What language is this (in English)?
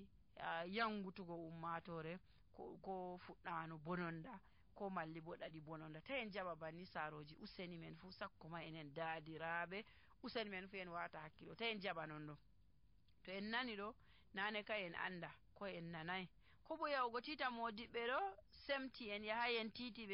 Nigerian Fulfulde